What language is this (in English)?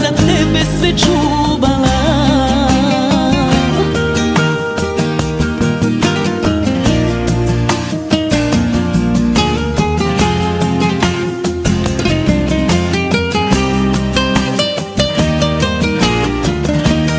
Croatian